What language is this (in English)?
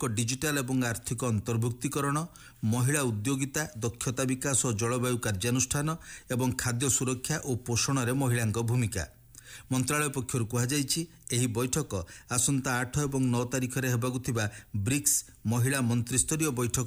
Odia